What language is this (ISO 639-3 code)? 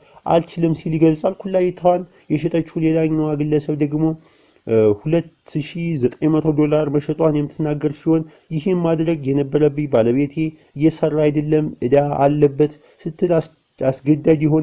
amh